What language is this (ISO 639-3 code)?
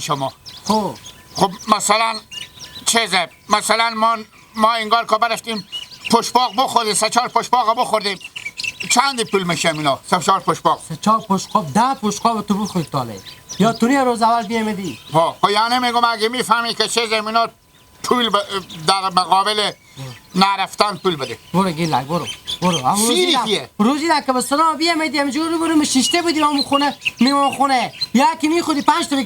haz